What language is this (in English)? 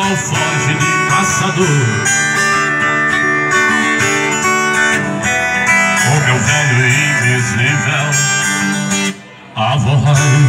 Portuguese